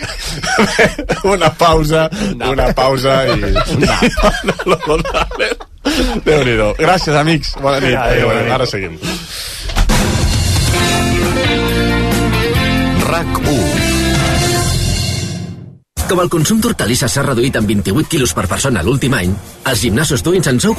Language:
Catalan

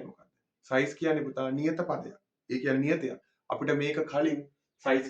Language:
Sinhala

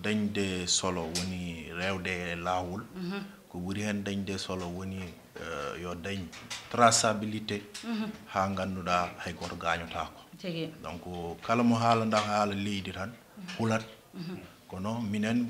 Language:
Fula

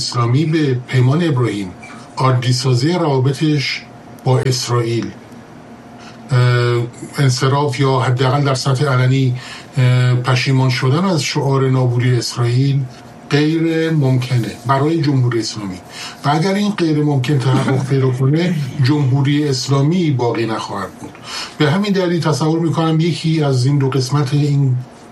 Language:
Persian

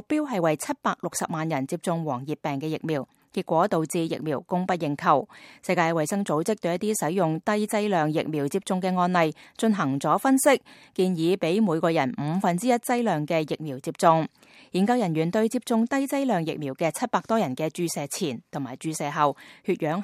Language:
Cantonese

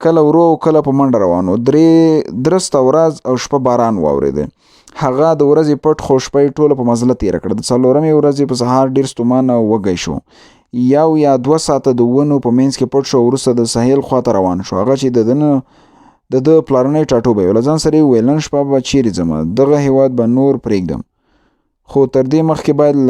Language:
Pashto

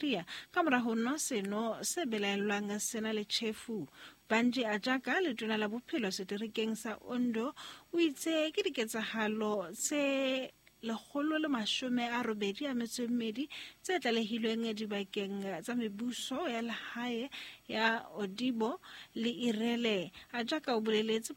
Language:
Southern Sotho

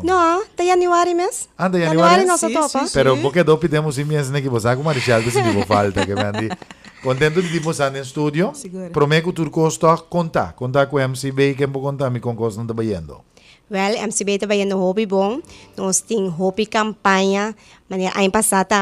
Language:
Papiamento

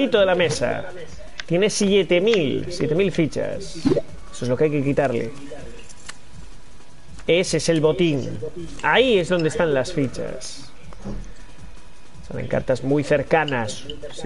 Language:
Spanish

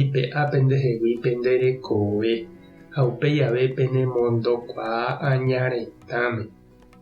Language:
Guarani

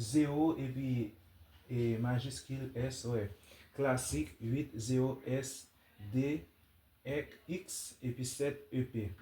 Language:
Haitian Creole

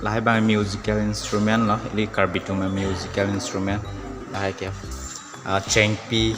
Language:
Karbi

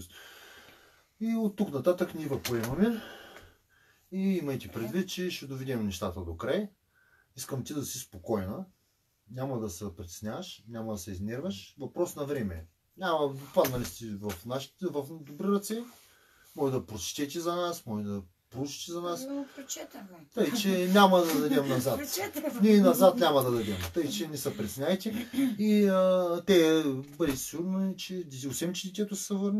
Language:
Bulgarian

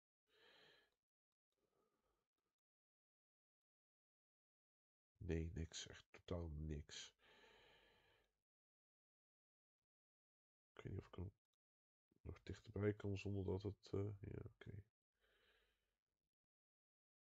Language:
Dutch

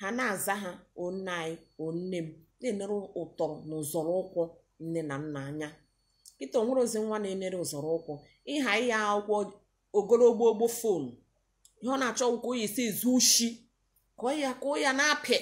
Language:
Igbo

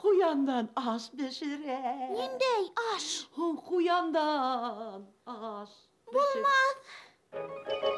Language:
Bashkir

